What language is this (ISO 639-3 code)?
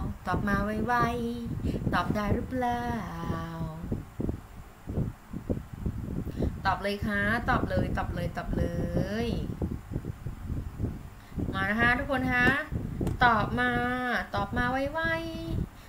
tha